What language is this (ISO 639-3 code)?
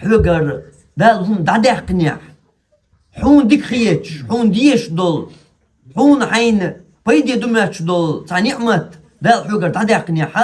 che